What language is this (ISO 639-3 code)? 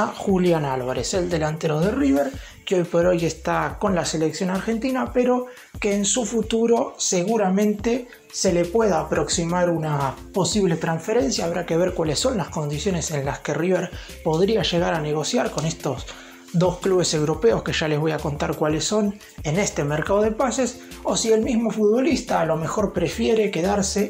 spa